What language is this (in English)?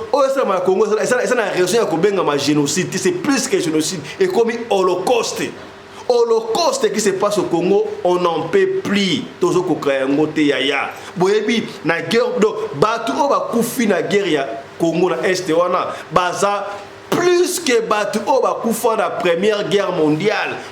Lingala